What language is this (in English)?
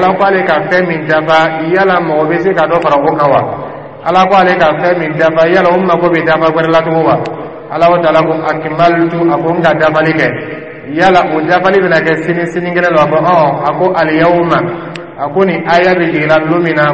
Dyula